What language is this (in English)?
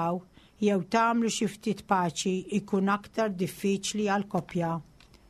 Maltese